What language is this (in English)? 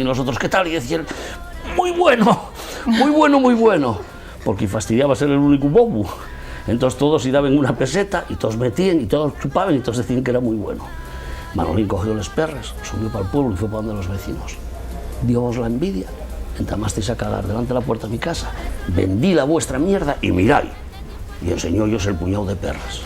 Asturian